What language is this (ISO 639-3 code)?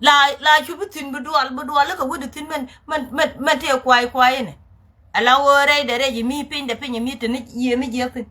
nus